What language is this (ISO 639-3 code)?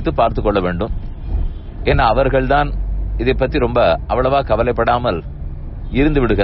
tam